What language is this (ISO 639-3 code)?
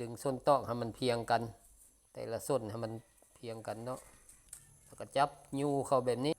lao